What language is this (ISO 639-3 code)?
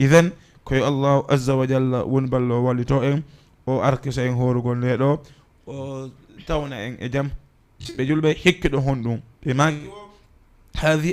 ful